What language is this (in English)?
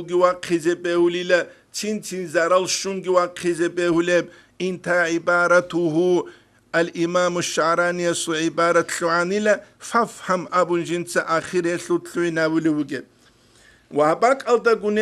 Avaric